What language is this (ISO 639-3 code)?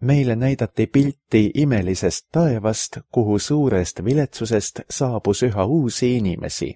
est